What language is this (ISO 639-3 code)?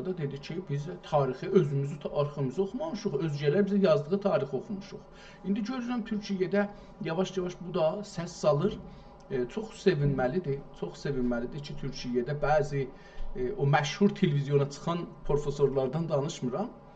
azb